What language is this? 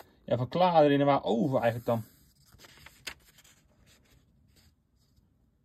Dutch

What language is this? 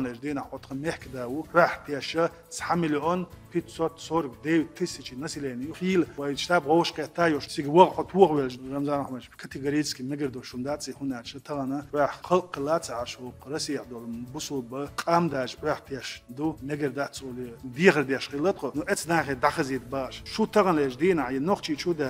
Chechen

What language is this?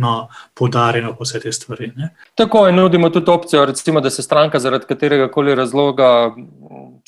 Slovenian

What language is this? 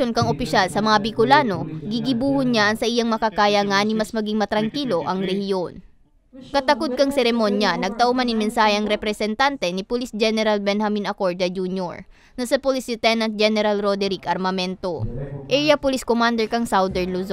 Bikol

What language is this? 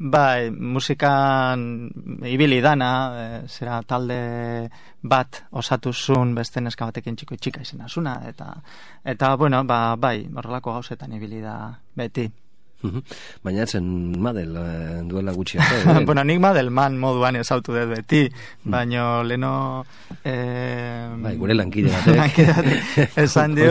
Basque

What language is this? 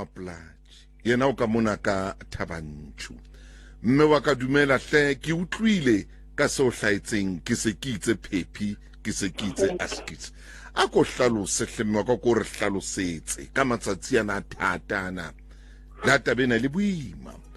Southern Sotho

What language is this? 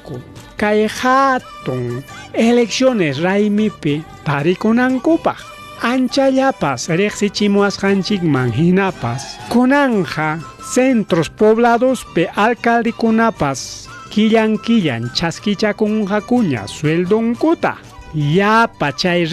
Ayacucho Quechua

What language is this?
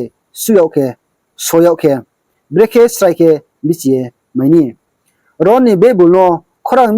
Riang (India)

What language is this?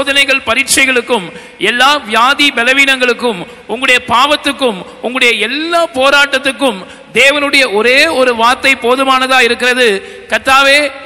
Tamil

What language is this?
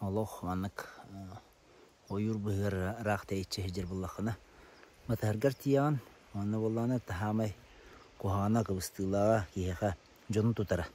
Yakut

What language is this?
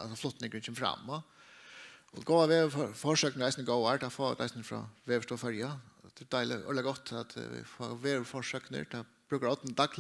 Faroese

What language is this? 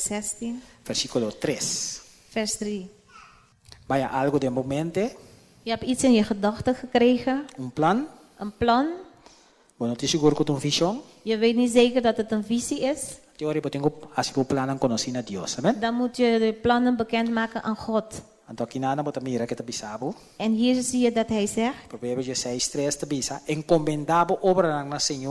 Papiamento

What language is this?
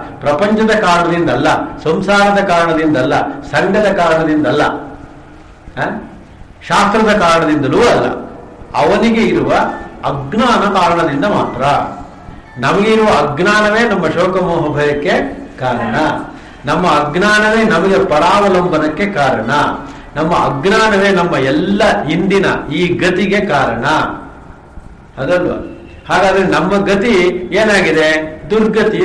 Kannada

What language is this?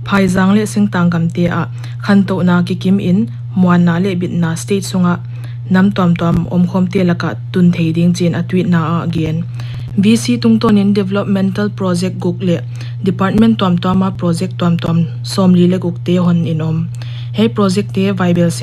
Paite Chin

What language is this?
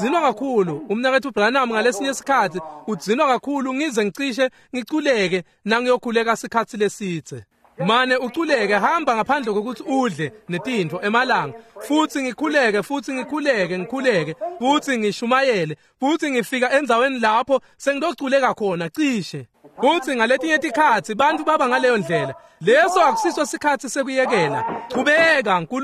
Swati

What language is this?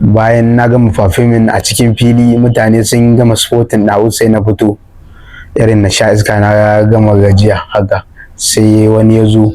Hausa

